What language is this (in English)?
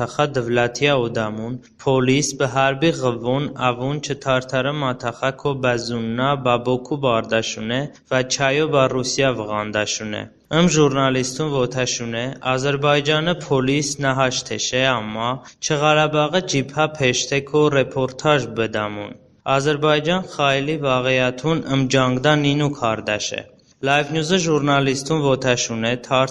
Talysh